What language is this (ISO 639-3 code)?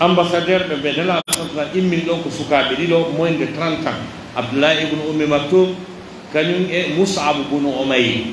fuf